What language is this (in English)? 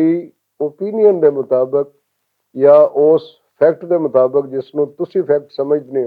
Western Panjabi